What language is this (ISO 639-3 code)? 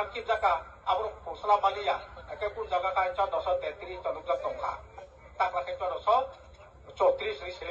trp